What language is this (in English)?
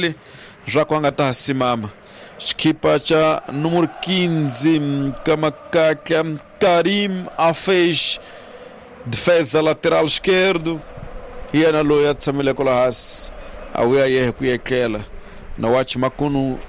Tsonga